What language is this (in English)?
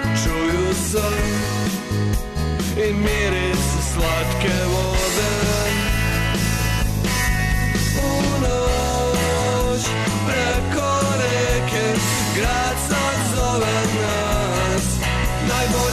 Serbian